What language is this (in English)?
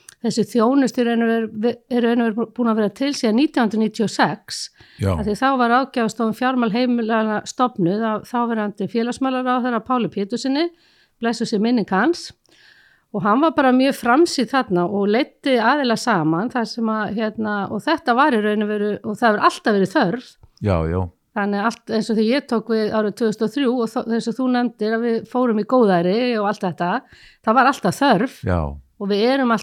Icelandic